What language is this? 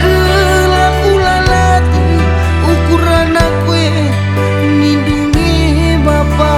Batak Karo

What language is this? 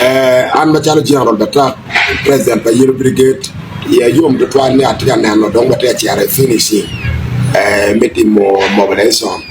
Acoli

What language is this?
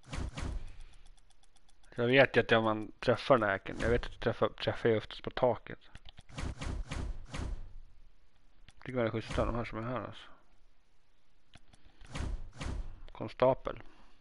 Swedish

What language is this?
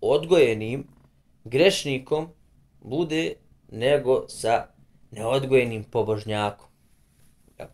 Bosnian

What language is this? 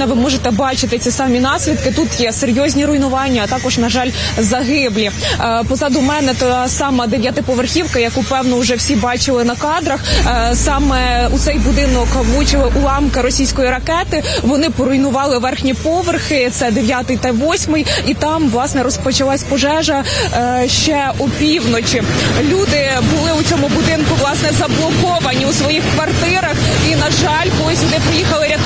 Ukrainian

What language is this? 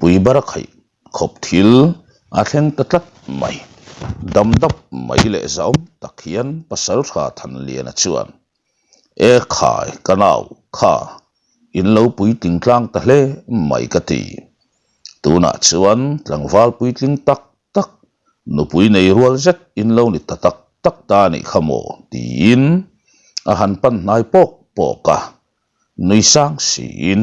Mizo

